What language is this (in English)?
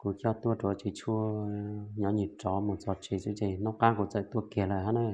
Hmong